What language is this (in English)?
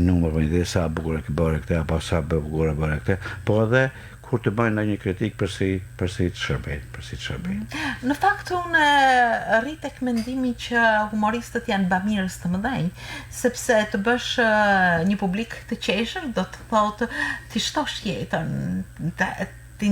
Albanian